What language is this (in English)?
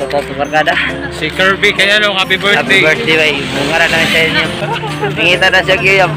Cebuano